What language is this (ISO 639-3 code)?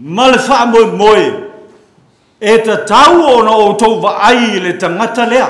smo